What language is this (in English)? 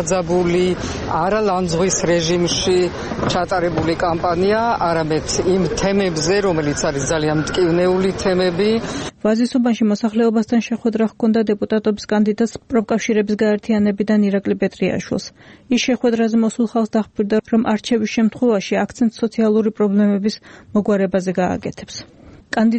Georgian